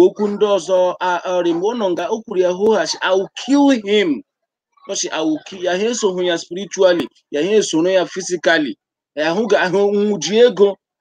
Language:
Igbo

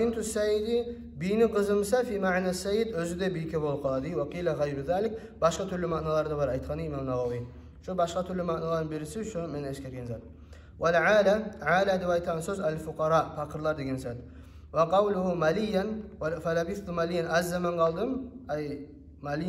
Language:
Kumyk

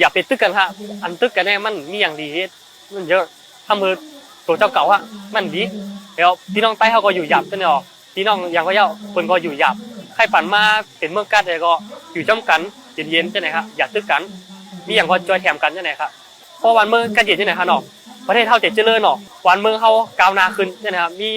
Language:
Shan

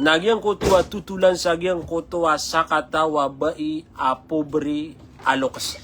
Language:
Maranao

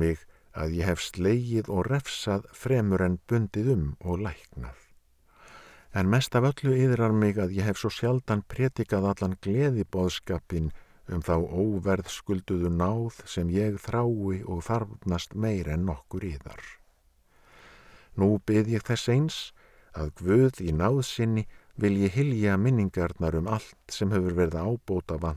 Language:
Icelandic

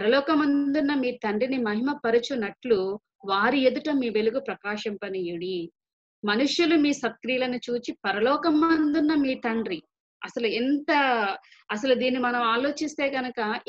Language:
Telugu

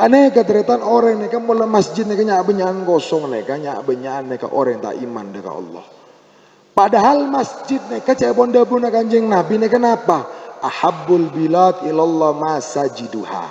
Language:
Madurese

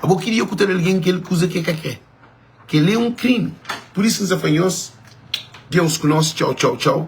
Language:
Kabuverdianu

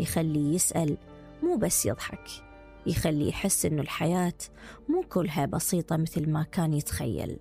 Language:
Mesopotamian Arabic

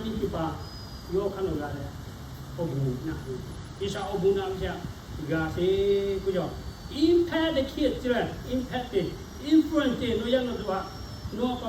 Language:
Lahu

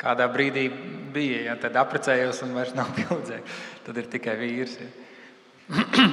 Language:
Latvian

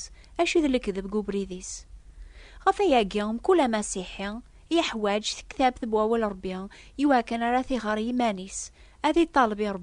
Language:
Kabyle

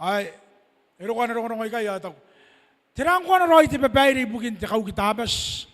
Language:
Gilbertese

